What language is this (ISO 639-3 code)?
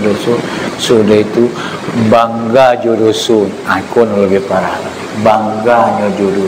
min